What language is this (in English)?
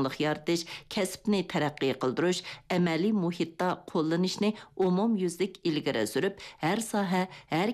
Uyghur